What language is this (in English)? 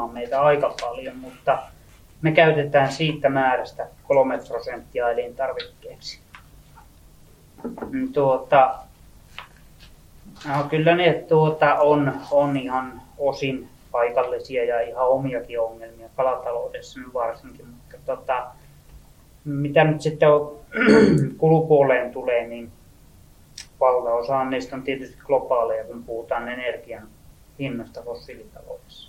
Finnish